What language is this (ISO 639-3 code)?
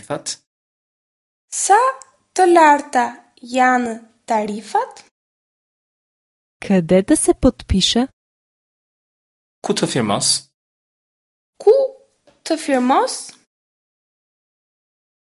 bul